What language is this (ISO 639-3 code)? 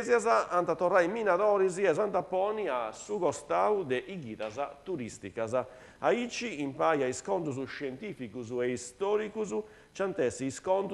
srd